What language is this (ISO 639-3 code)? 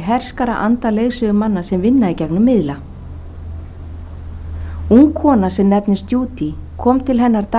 isl